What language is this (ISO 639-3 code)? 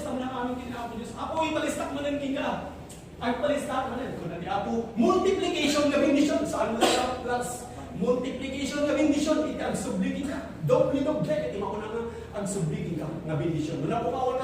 ilo